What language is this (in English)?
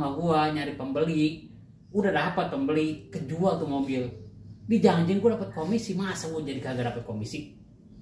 Betawi